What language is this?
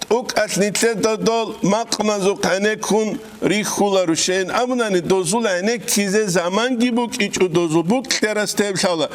Avaric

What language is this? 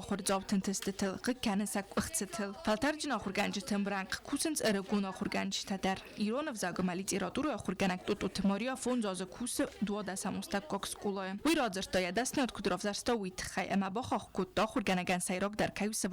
Ossetic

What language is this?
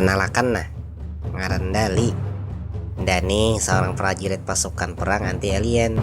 Banjar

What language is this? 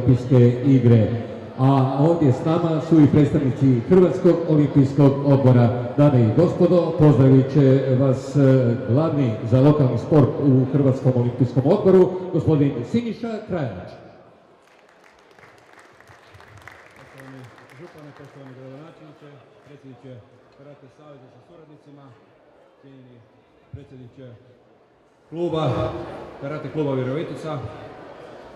Croatian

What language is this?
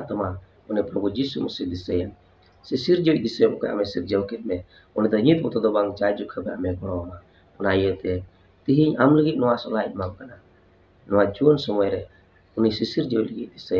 Santali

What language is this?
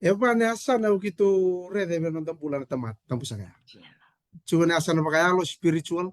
Fijian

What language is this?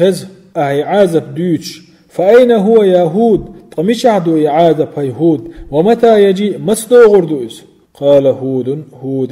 Chechen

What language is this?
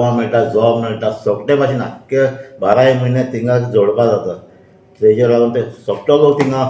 Konkani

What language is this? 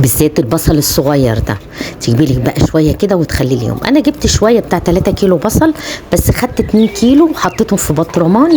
Egyptian Arabic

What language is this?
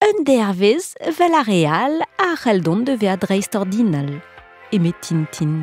Breton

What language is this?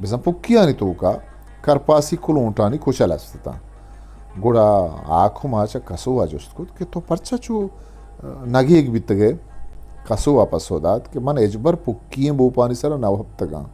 Eastern Balochi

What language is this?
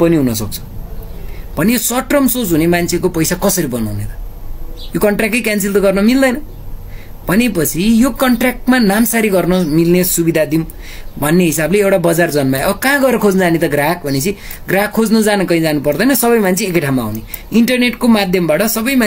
Nepali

